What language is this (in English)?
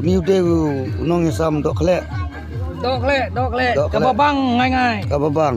Khasi